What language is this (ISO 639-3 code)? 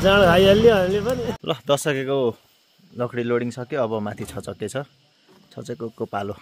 nep